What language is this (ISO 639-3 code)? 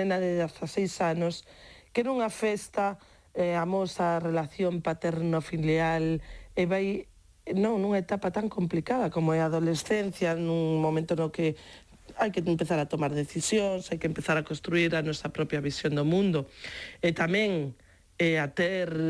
glg